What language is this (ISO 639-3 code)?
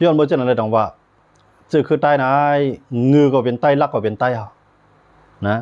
shn